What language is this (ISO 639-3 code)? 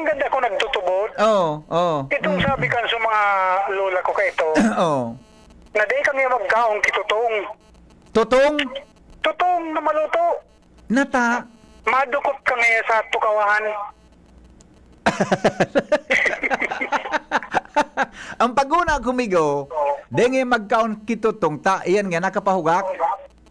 bik